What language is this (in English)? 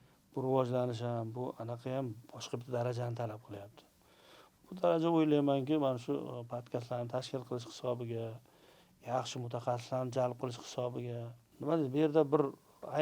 Uzbek